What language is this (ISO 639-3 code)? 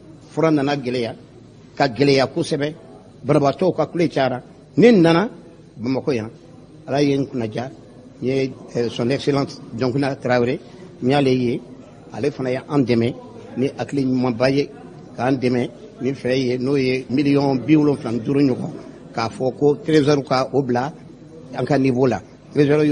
bam